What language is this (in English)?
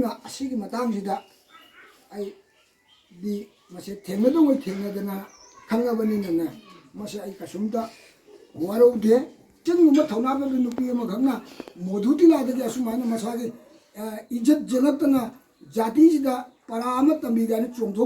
Manipuri